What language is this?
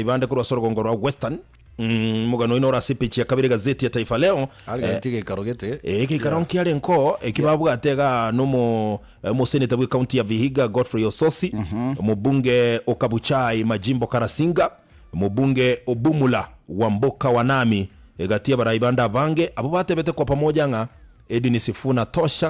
Gusii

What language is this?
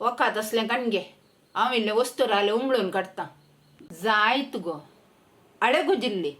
Konkani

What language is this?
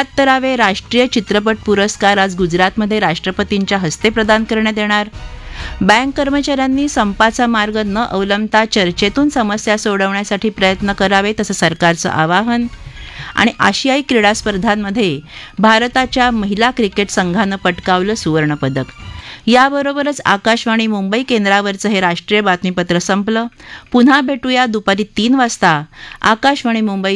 Marathi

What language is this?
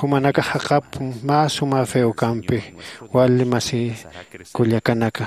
Aymara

